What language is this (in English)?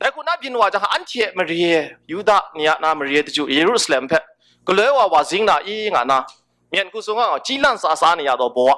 Kachin